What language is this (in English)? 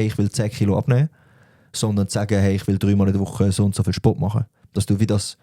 Swiss German